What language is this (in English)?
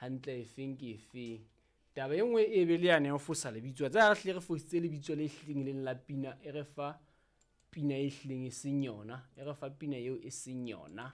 Southern Sotho